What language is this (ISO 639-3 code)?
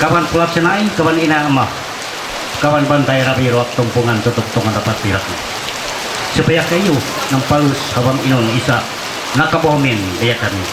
mhy